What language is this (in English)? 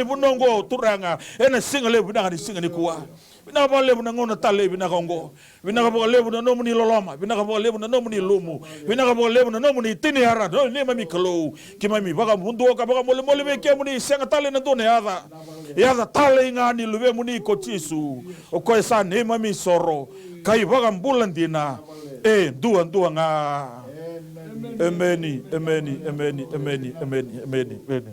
Fijian